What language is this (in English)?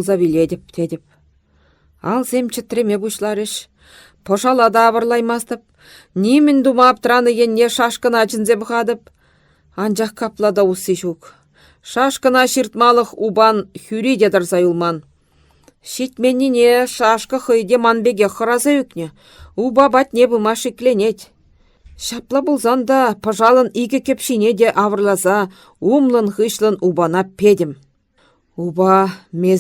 Chuvash